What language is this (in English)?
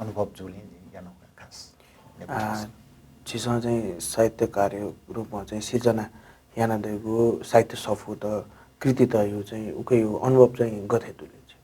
Newari